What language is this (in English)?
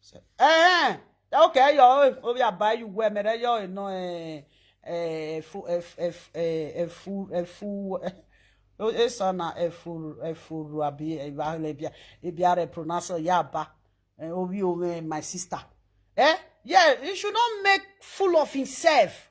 Nigerian Pidgin